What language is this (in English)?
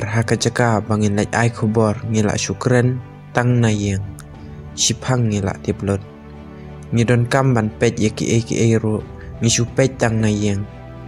Khasi